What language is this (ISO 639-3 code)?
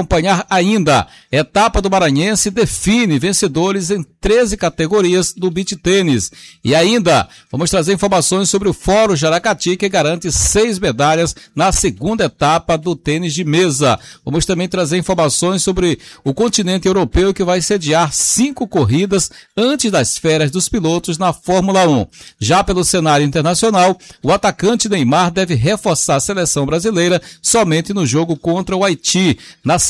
por